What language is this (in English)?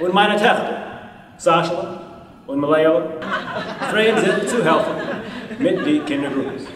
Yiddish